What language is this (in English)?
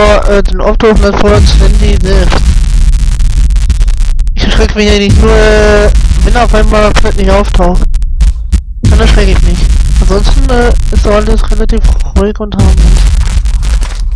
German